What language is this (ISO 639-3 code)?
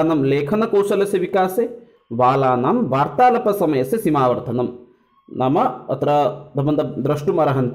san